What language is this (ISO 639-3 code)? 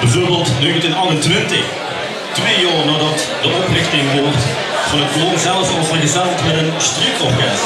lim